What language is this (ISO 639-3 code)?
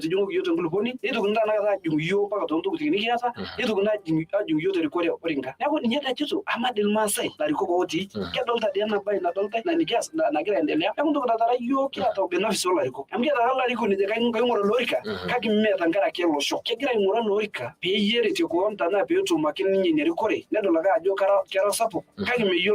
mas